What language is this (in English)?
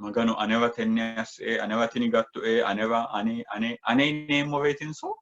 Sidamo